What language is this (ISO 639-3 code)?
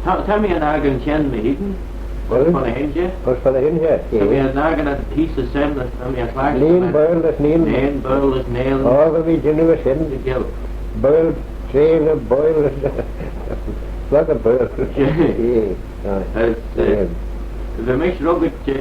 glv